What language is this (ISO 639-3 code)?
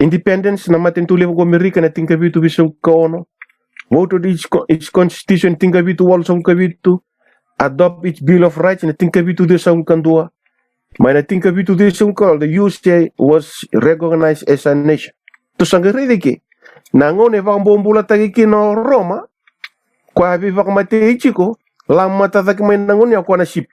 fij